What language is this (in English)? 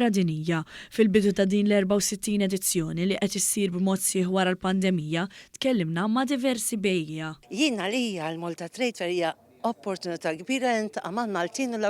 Maltese